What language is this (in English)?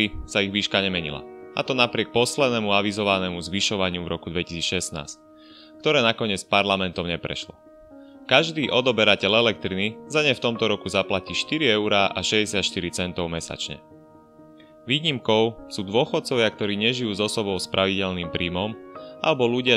Slovak